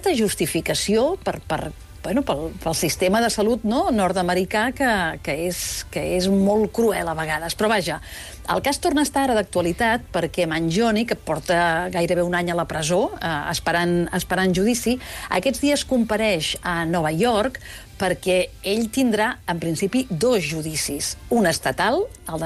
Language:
Catalan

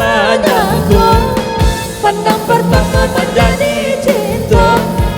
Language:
Minangkabau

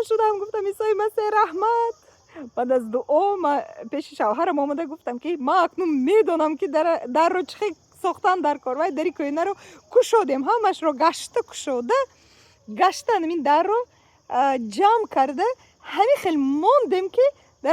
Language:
Tajik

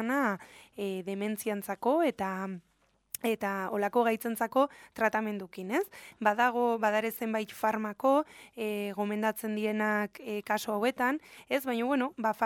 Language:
Basque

